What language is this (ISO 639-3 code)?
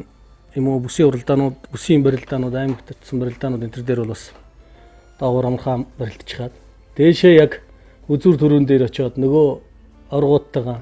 mon